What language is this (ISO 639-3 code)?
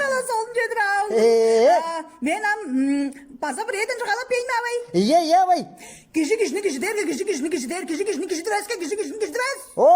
tyv